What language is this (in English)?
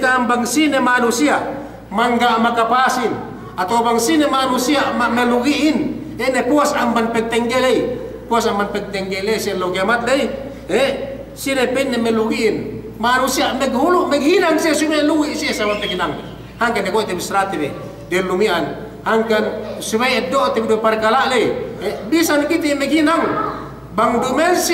Yakan